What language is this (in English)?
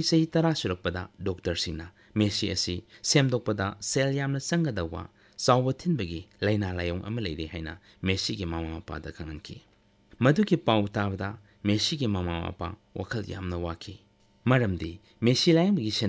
Manipuri